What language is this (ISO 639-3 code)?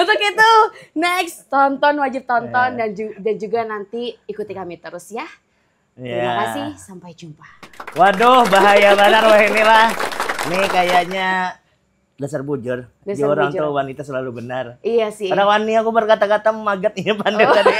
bjn